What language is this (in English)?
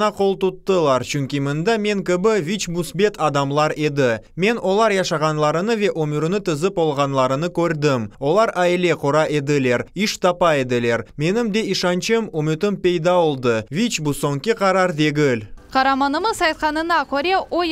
Crimean Tatar